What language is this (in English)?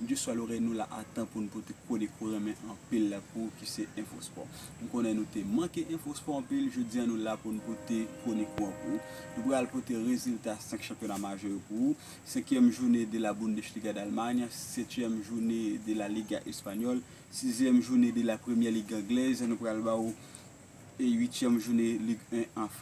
Haitian Creole